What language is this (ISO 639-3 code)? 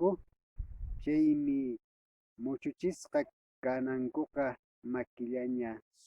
que